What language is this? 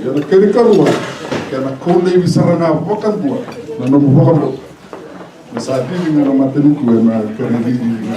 Fijian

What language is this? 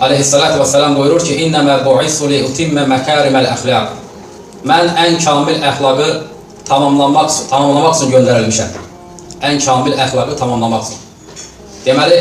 Azerbaijani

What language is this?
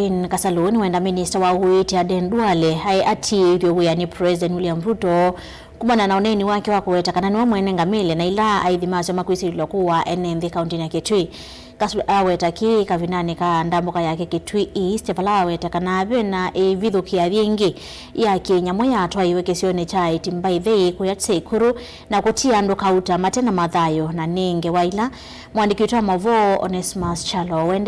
Kamba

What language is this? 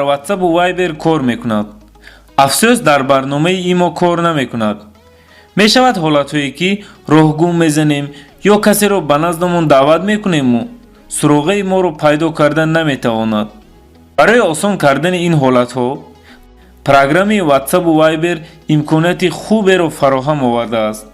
Tajik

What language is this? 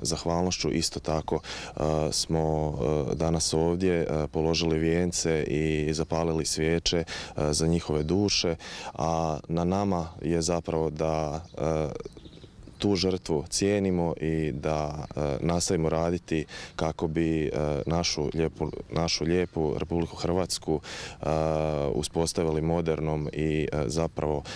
Croatian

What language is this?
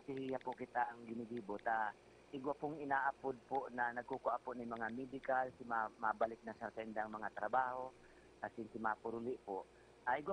Bikol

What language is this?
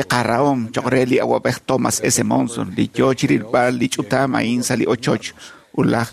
Kekchí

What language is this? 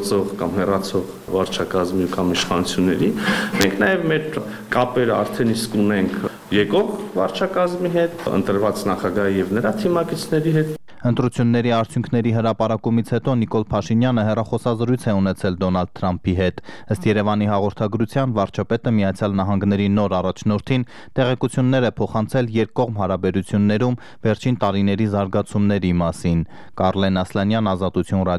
Armenian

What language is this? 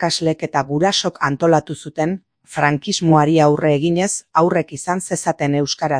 Basque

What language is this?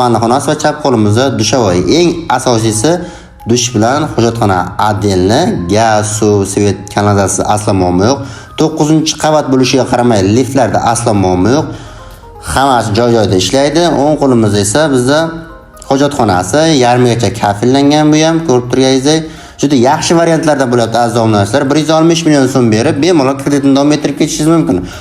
Uzbek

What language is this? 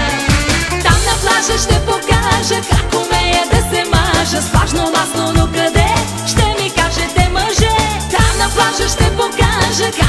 Bulgarian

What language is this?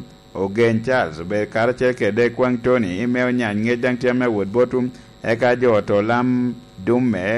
Lango (Uganda)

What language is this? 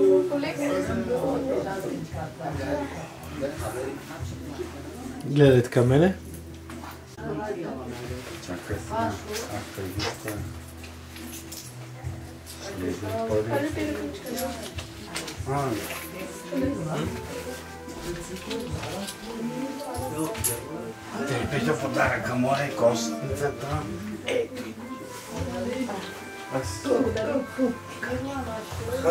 Bulgarian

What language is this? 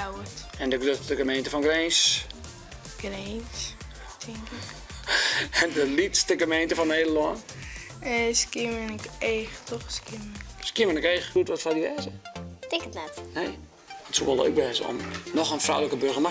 Western Frisian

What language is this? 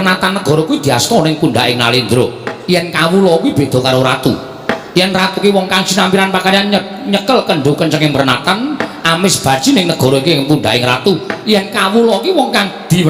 Javanese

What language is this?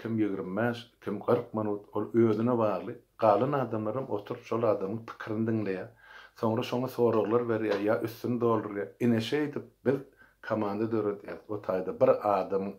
Turkmen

